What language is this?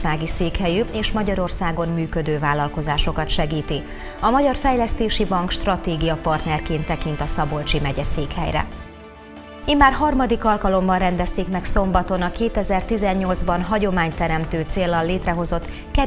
Hungarian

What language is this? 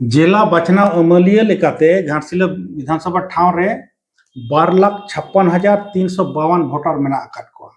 Santali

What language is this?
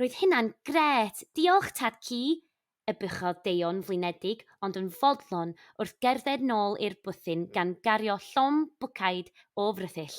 Welsh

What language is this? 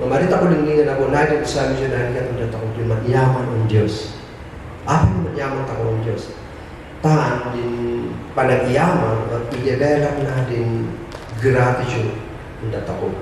Kankanaey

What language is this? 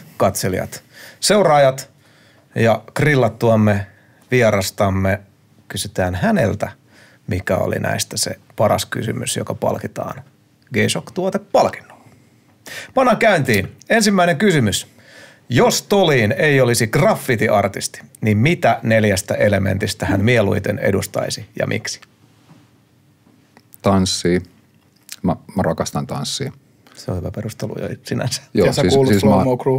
Finnish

